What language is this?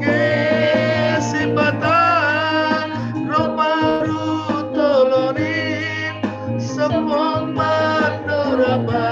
Batak Simalungun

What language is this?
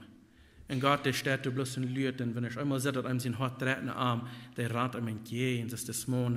Plautdietsch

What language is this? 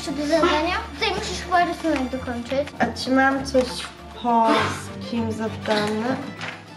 Polish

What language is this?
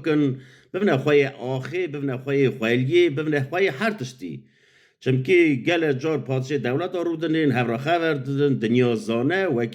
Kurdish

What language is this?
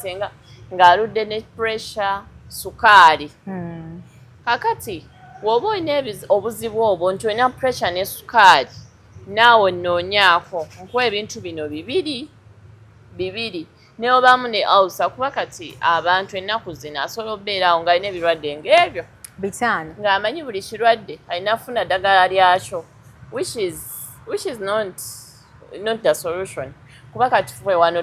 Ganda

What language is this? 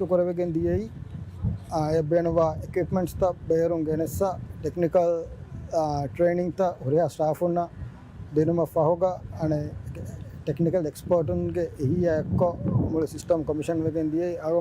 Divehi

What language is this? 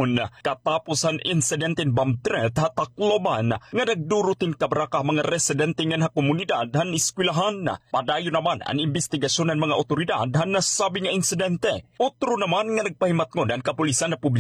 Waray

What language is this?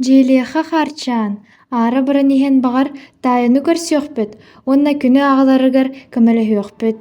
Yakut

